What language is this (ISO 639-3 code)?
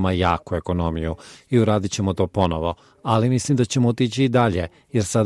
hrv